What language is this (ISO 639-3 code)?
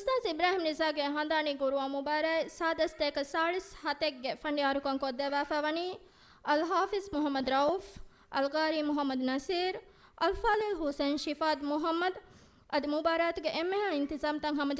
div